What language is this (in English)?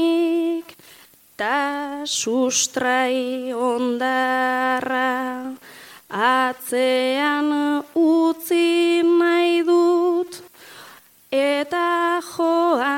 Basque